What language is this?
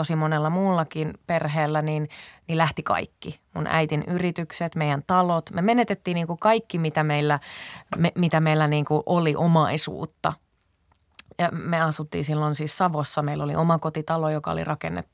Finnish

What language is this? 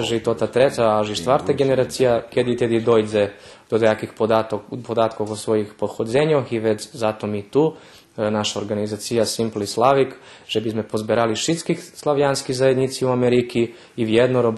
Rusyn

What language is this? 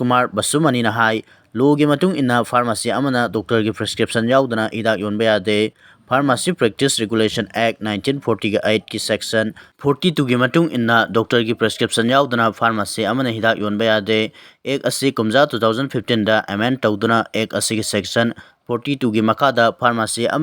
Manipuri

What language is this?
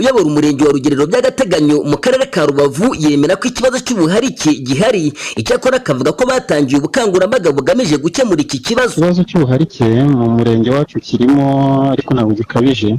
Kinyarwanda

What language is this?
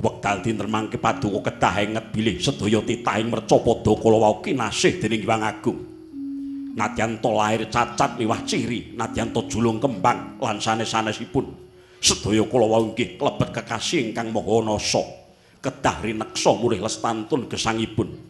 Javanese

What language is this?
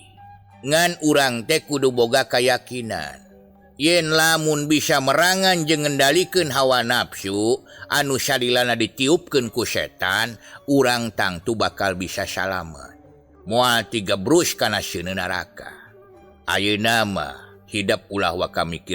Sundanese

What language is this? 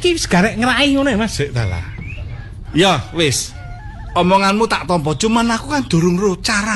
Javanese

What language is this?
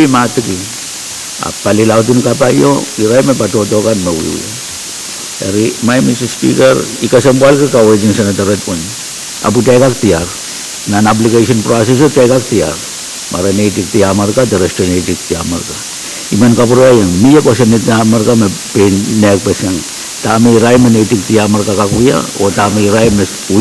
Pohnpeian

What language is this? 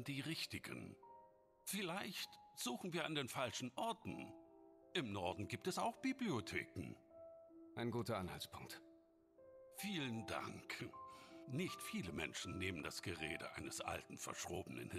German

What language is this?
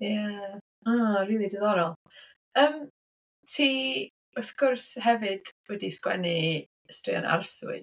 Welsh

